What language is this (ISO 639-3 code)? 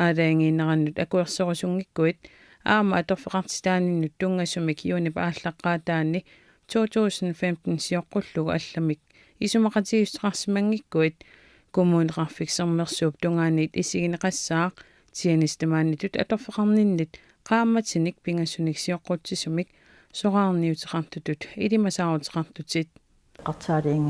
kal